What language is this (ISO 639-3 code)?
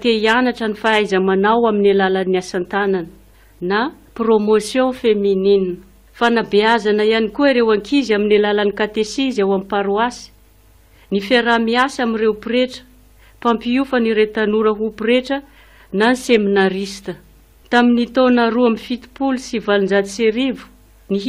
mlg